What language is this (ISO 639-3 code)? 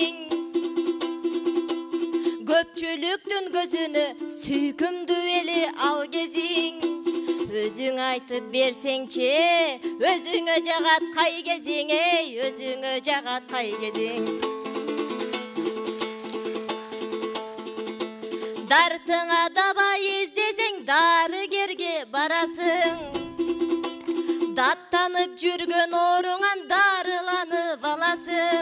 kir